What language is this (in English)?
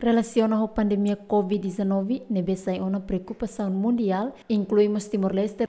Tetum